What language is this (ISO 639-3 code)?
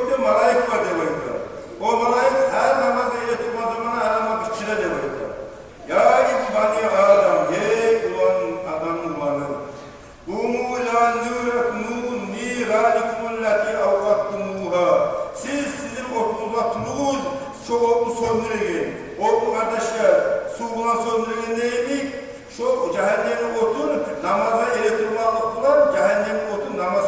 kum